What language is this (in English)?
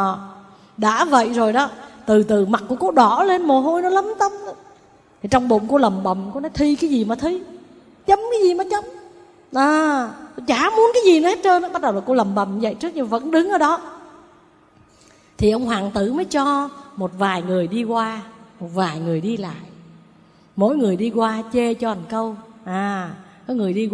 Vietnamese